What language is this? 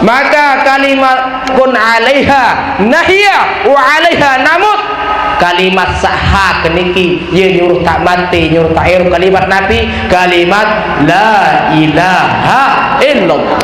Sasak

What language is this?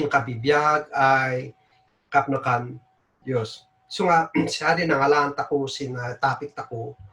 Kankanaey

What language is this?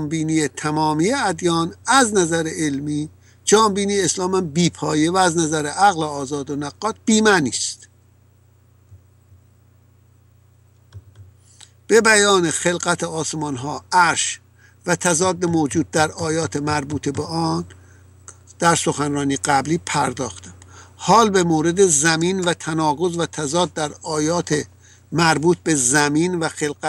Persian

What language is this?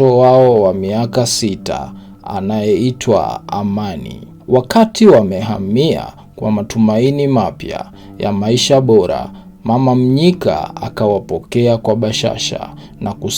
Swahili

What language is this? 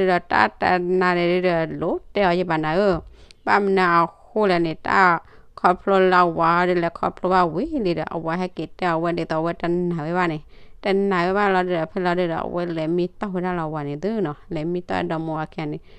S'gaw Karen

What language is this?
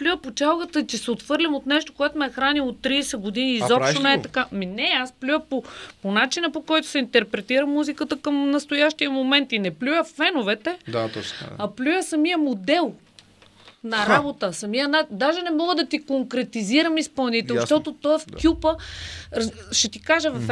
Bulgarian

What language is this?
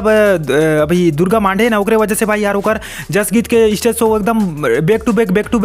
Chhattisgarhi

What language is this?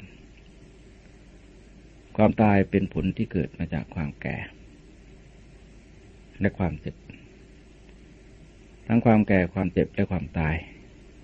Thai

